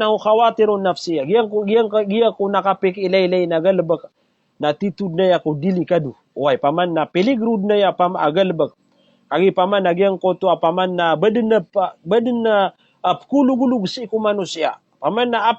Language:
Maranao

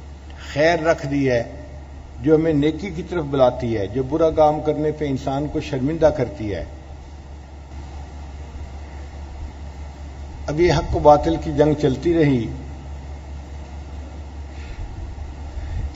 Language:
Urdu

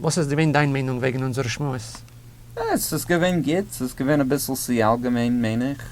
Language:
Yiddish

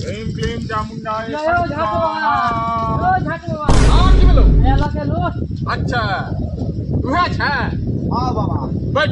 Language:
Maithili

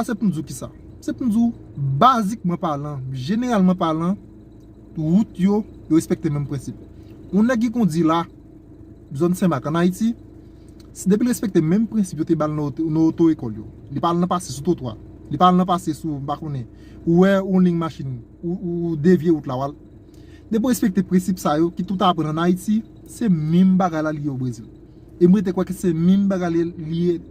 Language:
Haitian Creole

